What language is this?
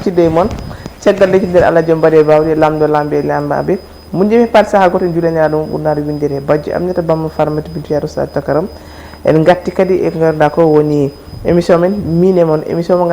Fula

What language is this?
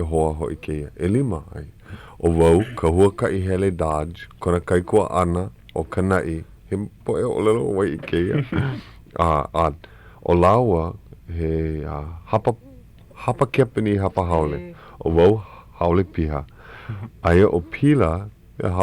Hawaiian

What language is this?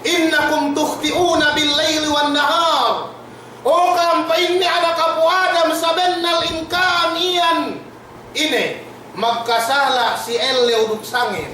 Yakan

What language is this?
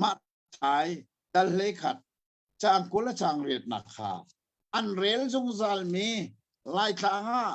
Hakha Chin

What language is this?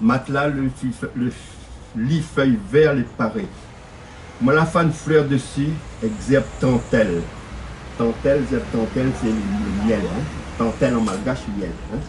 Réunion Creole French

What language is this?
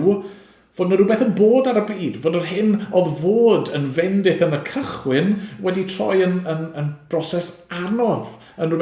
Welsh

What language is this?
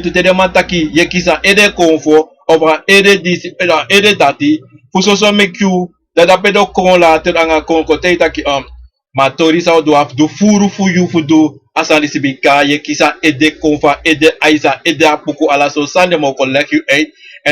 Sranan Tongo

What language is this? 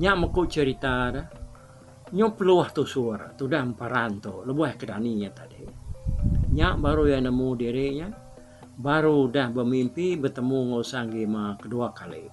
Iban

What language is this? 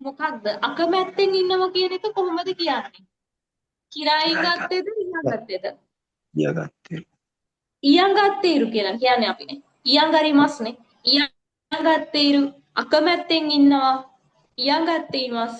Sinhala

